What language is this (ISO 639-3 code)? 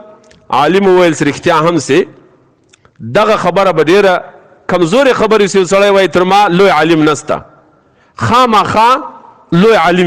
pus